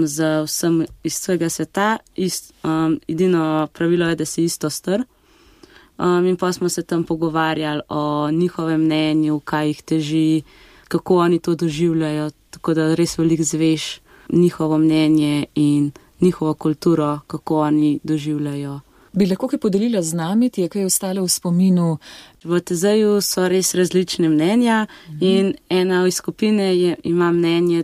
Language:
Slovenian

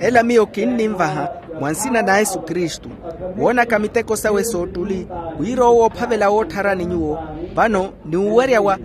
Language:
Makhuwa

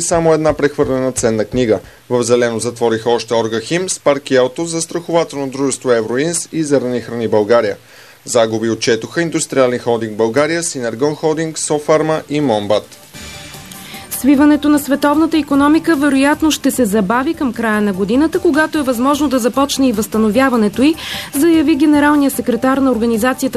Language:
Bulgarian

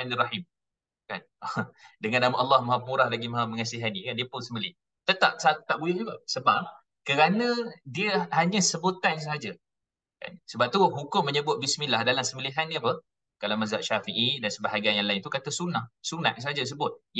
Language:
Malay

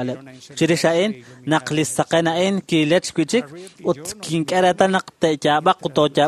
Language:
Kekchí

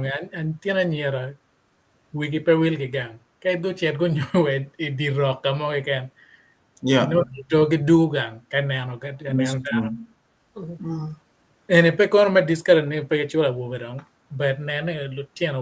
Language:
Acoli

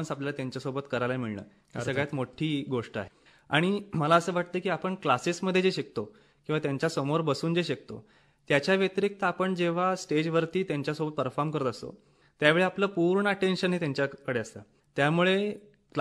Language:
Marathi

